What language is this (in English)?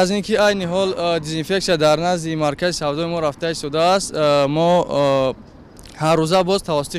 Tajik